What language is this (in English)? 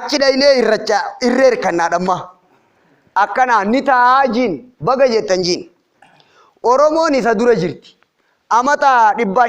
Oromo